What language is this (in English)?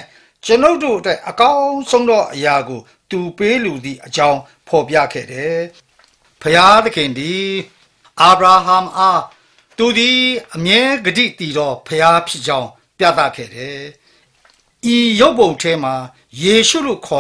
Burmese